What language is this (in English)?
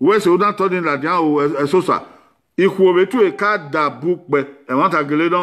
Bini